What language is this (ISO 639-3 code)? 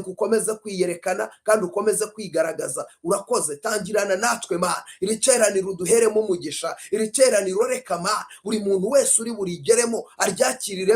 kin